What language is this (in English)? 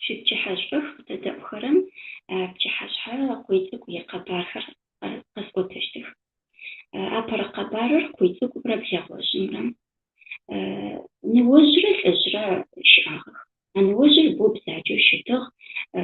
Adyghe